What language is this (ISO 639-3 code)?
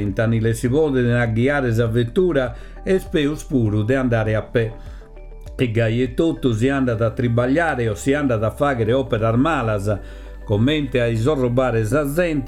srd